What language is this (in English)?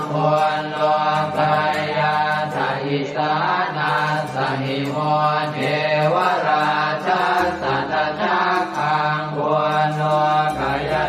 Pali